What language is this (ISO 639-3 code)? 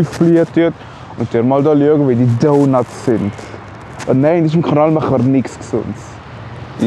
gsw